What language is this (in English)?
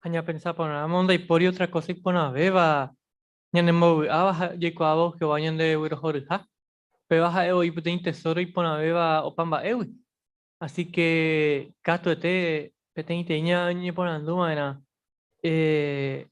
Guarani